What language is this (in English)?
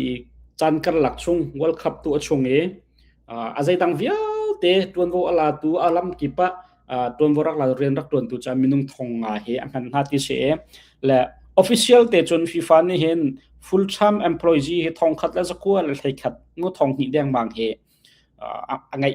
Hakha Chin